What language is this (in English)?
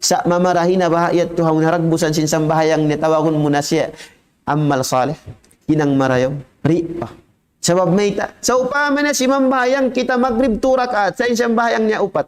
Tausug